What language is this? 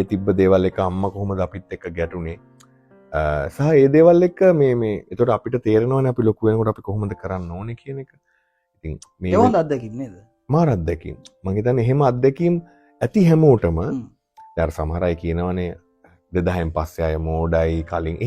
Sinhala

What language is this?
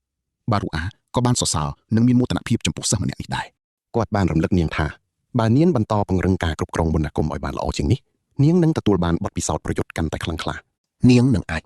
Khmer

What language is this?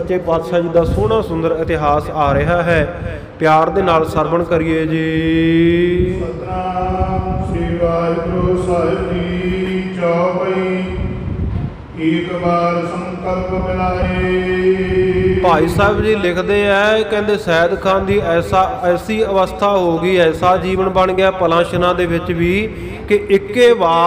Punjabi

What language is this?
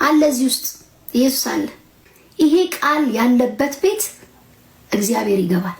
Amharic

